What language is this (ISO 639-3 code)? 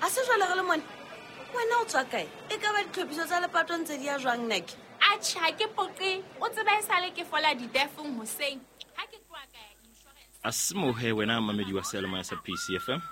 sot